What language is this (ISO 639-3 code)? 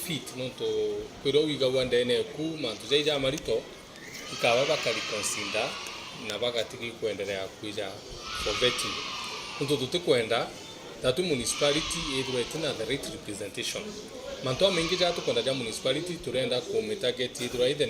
mer